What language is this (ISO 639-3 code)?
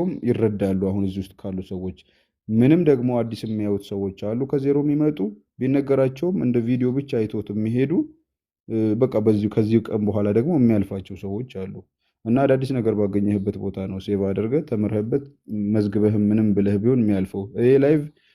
amh